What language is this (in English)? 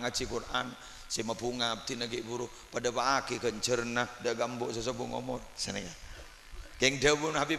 Madurese